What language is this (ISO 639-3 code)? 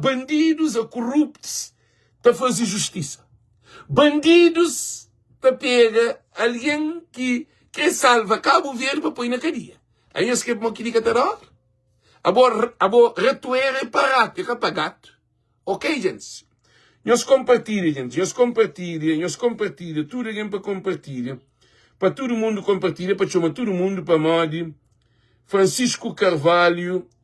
kea